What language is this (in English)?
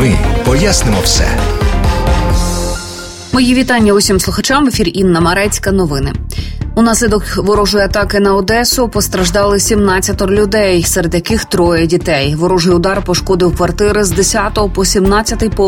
Ukrainian